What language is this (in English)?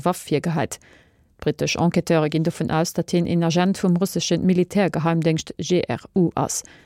Luxembourgish